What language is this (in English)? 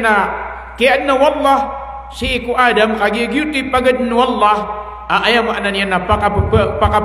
Maranao